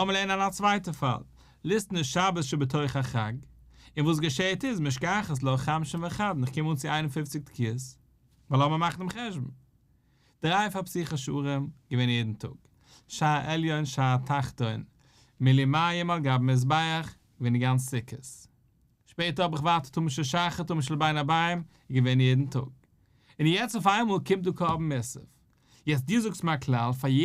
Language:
Yiddish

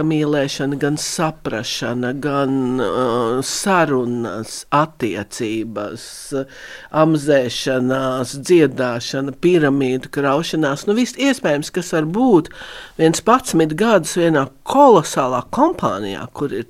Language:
Latvian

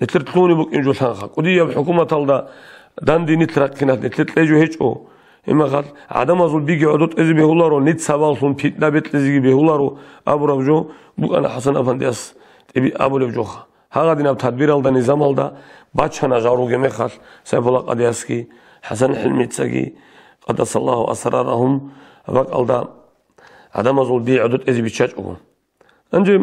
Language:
Avaric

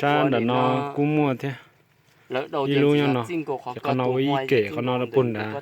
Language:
Hmong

